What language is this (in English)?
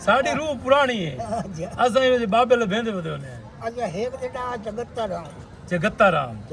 Saraiki